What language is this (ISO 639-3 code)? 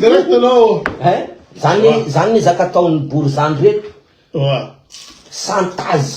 mlg